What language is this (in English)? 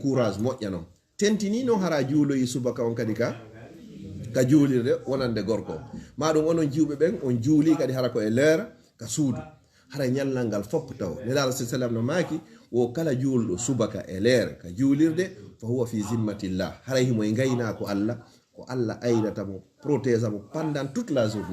Fula